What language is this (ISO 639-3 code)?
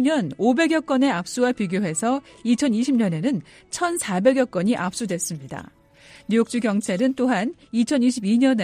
kor